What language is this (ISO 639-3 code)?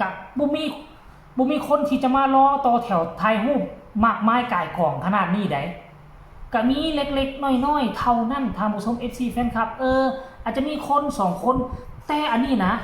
tts